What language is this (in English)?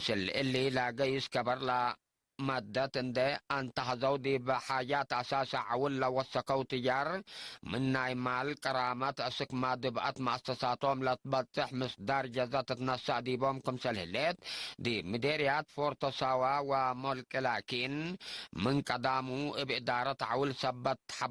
Tigre